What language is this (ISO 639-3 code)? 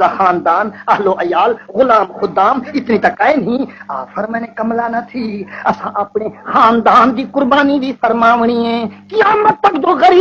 skr